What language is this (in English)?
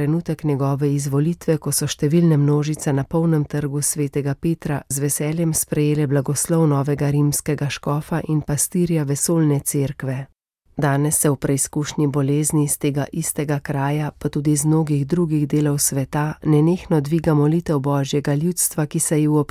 Slovenian